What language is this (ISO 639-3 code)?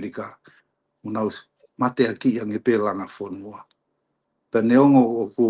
ton